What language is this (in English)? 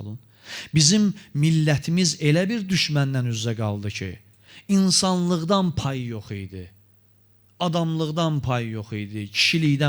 Azerbaijani